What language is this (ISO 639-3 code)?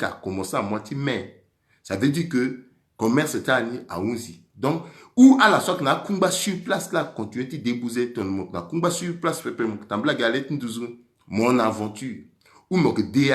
sag